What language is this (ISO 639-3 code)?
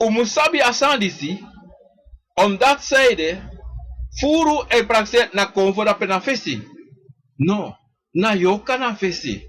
srn